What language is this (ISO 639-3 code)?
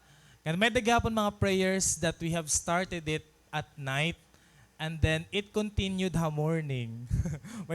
war